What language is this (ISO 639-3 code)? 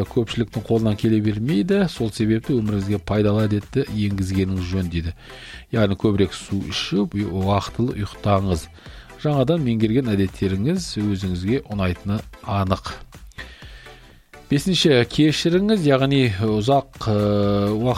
kaz